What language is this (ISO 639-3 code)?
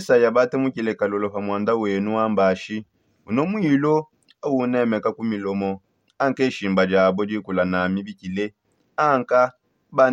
sop